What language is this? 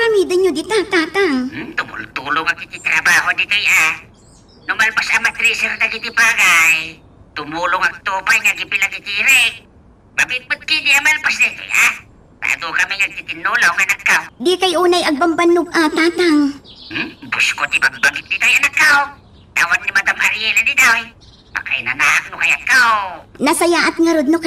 Iloko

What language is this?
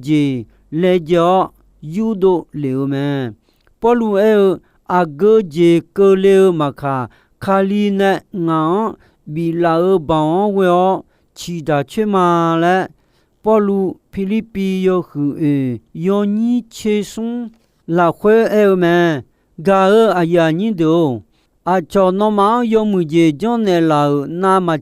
Akha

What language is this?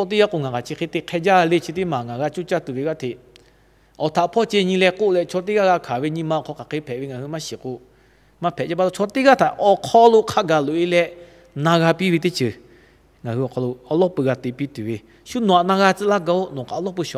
Lahu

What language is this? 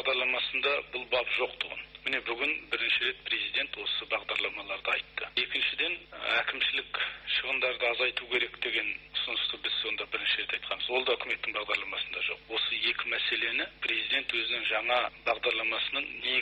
Kazakh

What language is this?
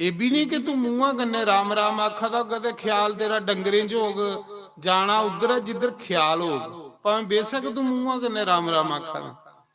Dogri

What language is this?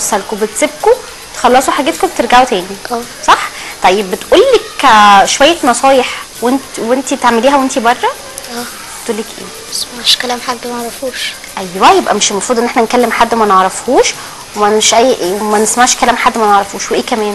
Egyptian Arabic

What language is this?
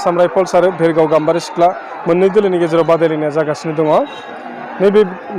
Bodo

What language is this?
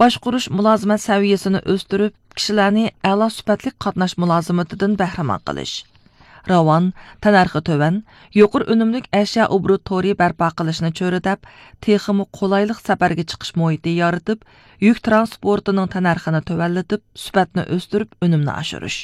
Uyghur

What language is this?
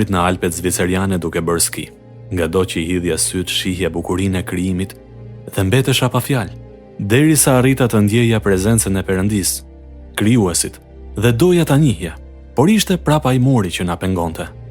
Albanian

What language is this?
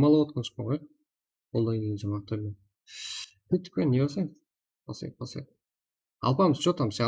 Kara-Kalpak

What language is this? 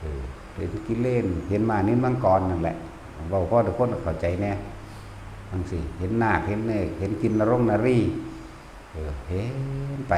Northeastern Thai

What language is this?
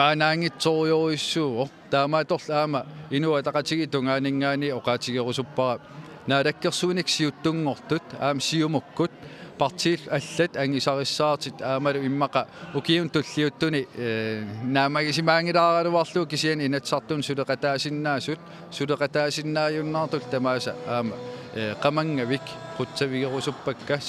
Kalaallisut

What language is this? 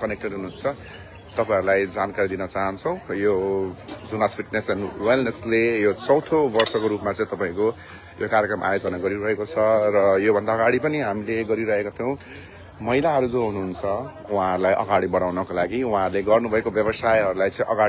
Nepali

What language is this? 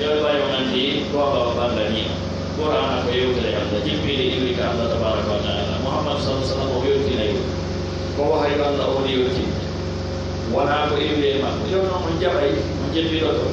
Fula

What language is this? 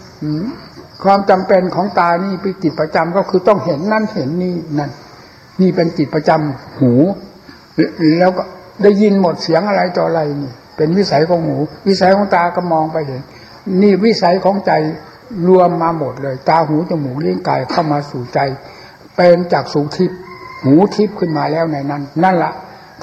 Thai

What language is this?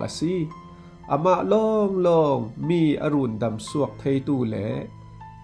Falam Chin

